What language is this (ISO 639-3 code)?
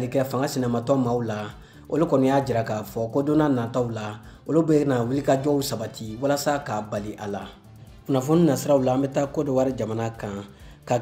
bam